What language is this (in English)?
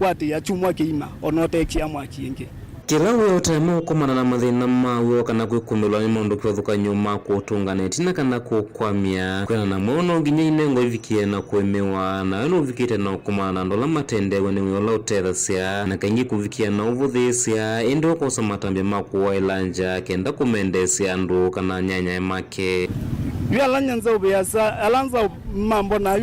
Kamba